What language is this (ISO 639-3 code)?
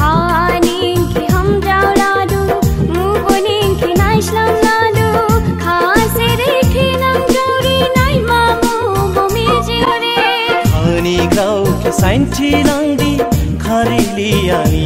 dis